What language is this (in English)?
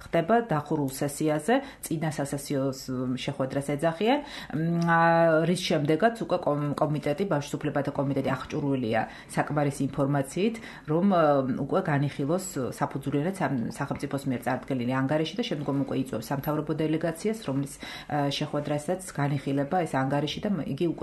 Georgian